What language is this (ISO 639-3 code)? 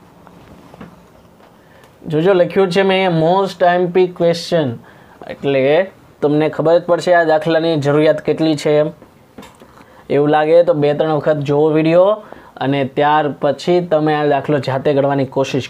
guj